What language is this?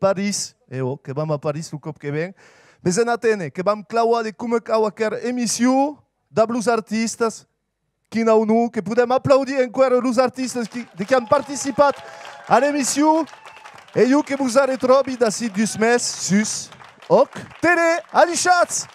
Occitan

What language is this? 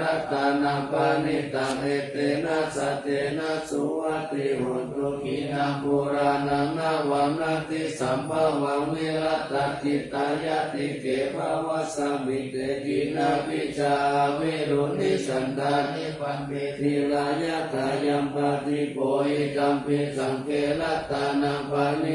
Pali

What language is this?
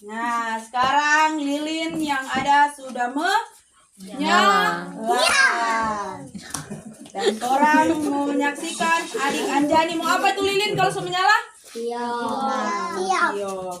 Manado Malay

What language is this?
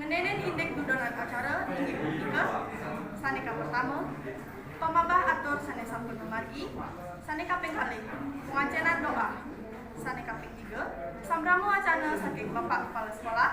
Balinese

